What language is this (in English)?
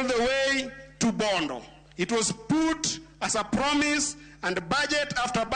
Luo (Kenya and Tanzania)